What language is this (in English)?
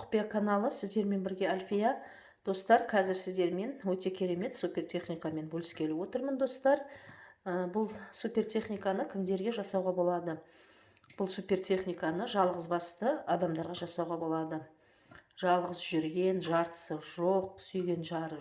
Kazakh